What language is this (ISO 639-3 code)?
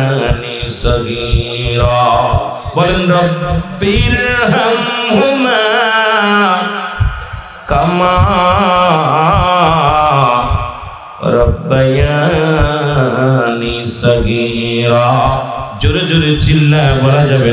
ben